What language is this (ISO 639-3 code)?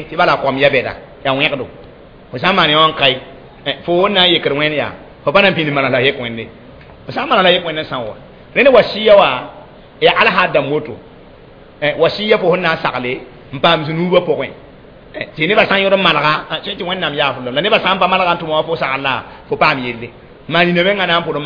mos